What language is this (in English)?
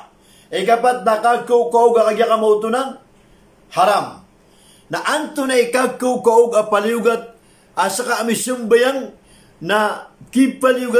Maranao